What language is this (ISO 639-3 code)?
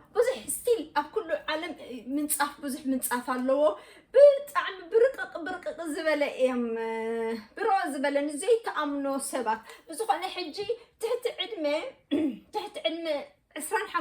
tir